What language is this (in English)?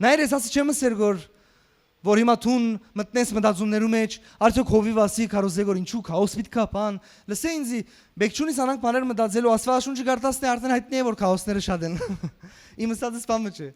Western Armenian